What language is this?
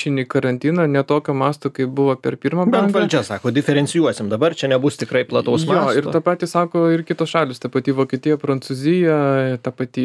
Lithuanian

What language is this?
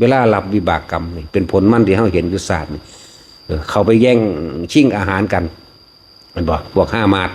Northeastern Thai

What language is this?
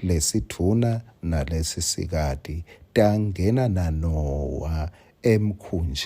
Swati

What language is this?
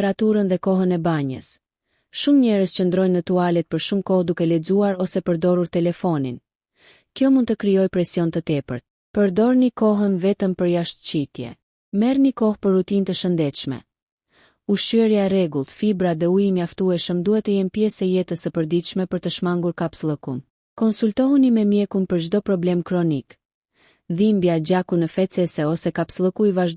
Albanian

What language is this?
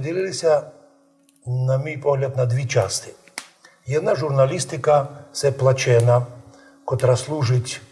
Rusyn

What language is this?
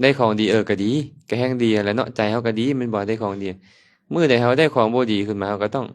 Lao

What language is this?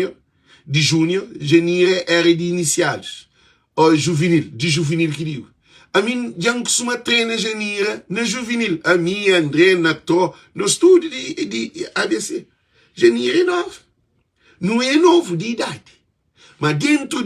Kabuverdianu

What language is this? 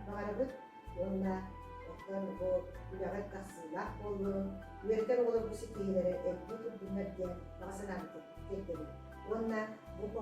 Yakut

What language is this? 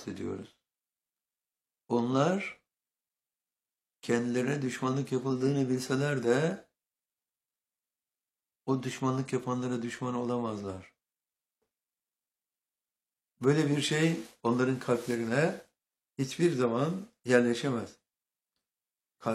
Turkish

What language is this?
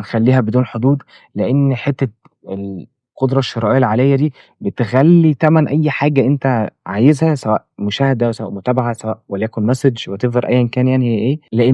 Egyptian Arabic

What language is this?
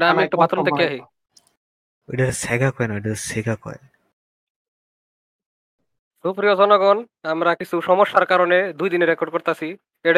Bangla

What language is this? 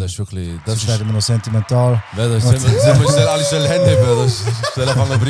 Swiss German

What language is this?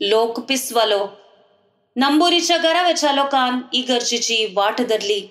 Konkani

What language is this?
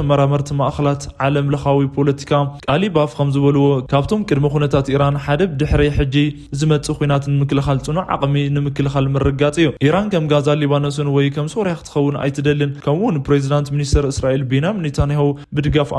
Tigrinya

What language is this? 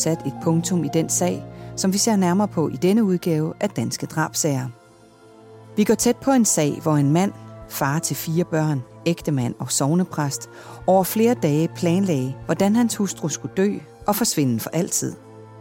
Danish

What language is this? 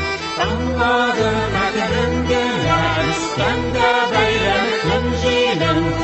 Tatar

